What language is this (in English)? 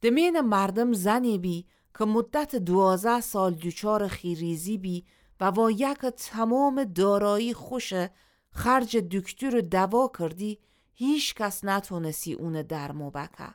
Gilaki